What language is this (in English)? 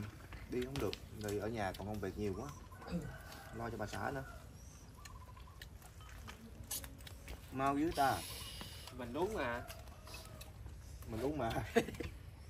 Vietnamese